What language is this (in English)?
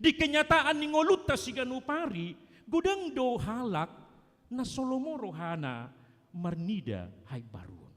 Batak Toba